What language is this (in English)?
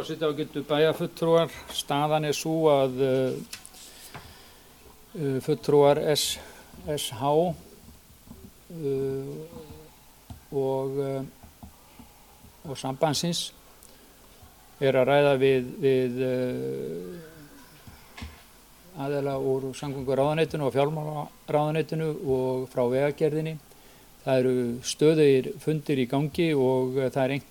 Icelandic